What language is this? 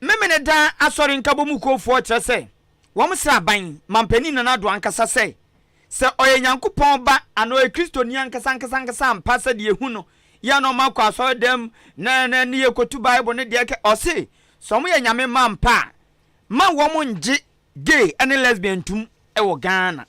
Akan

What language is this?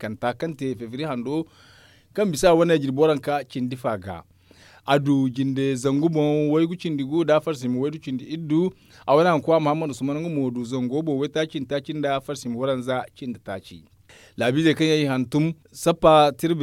Zarma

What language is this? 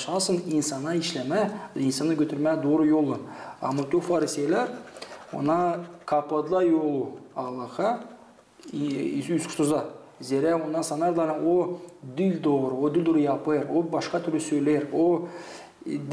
Gagauz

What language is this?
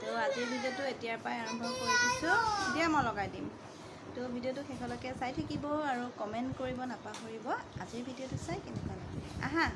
Assamese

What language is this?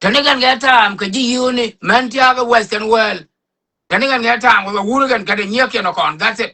Nuer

